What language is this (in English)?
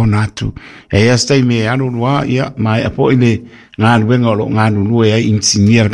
Samoan